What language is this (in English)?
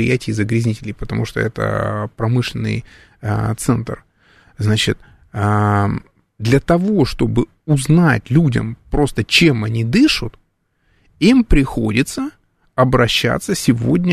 Russian